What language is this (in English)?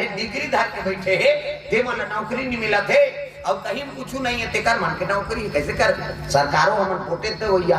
Chhattisgarhi